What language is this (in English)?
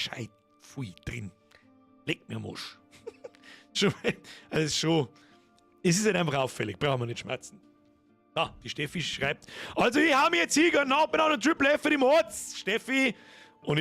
Bavarian